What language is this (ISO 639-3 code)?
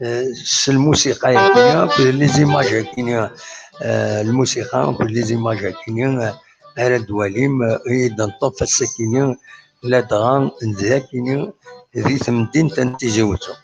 kab